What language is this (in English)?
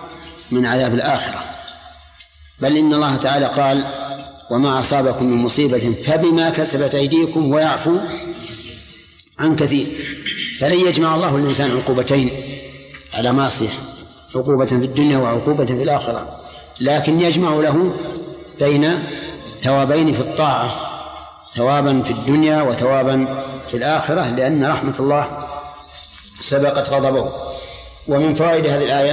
Arabic